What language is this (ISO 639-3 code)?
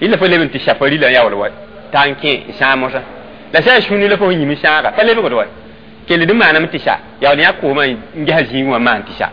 mos